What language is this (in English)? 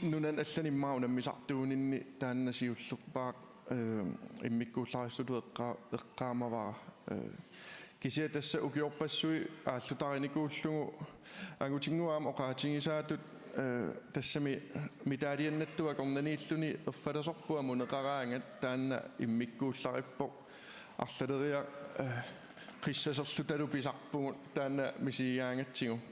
Kalaallisut